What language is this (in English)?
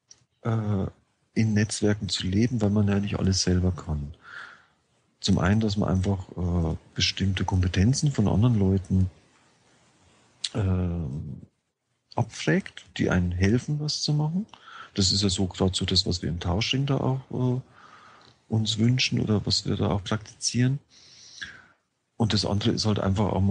German